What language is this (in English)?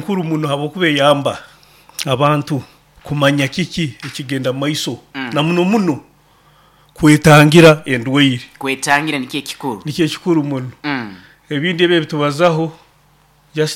Nyoro